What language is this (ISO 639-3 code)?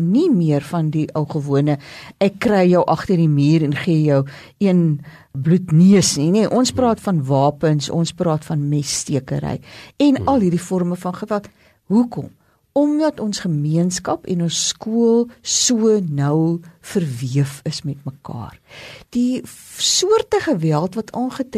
afr